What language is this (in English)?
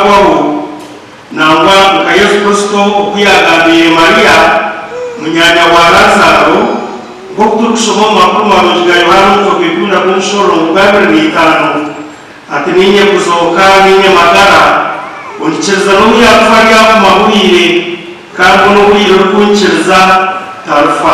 Nyankole